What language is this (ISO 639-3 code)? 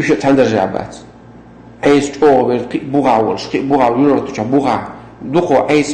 che